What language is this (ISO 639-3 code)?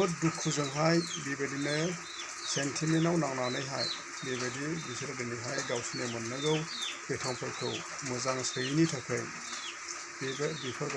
brx